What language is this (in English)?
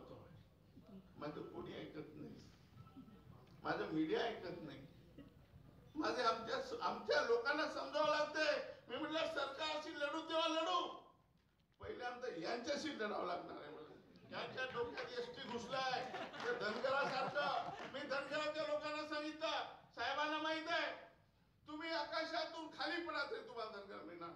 Marathi